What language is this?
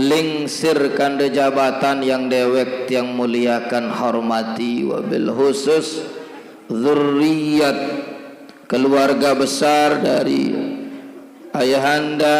Sasak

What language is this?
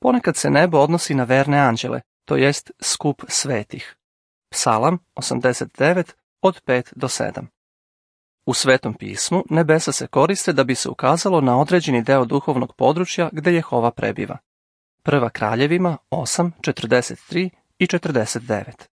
Serbian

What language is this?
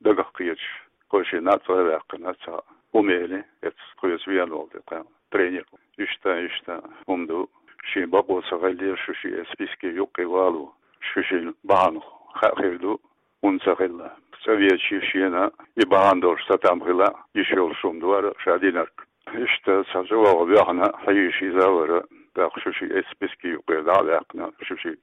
Chechen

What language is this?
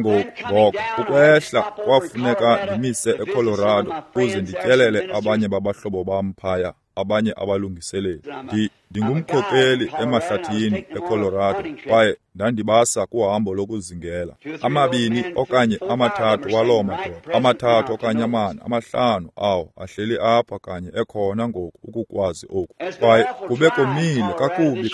Xhosa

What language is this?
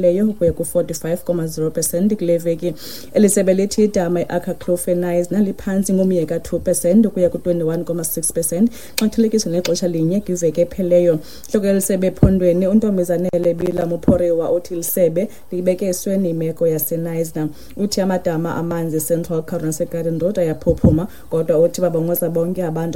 Xhosa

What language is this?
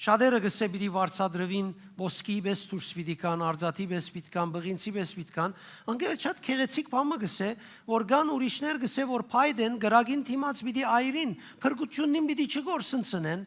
Western Armenian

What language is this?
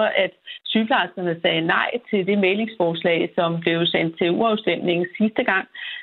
Danish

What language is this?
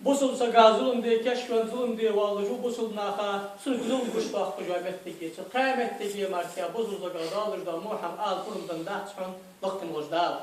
Ingush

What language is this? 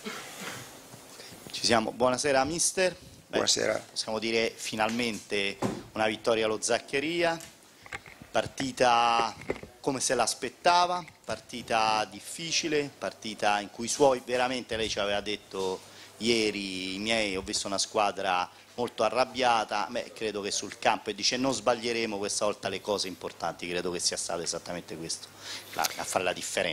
Italian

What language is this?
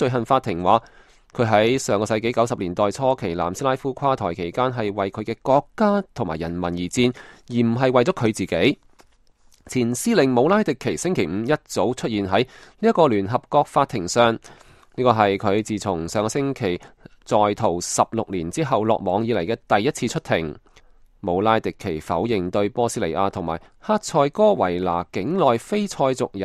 Cantonese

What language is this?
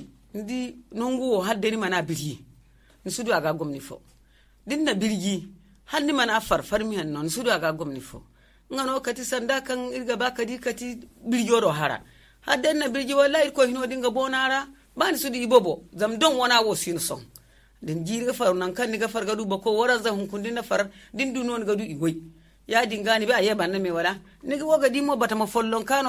Zarma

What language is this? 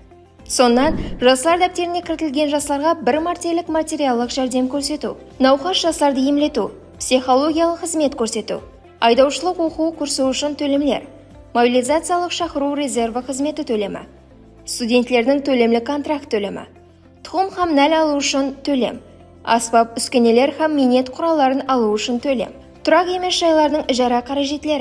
Kara-Kalpak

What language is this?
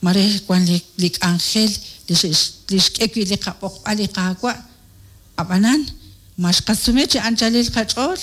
Kekchí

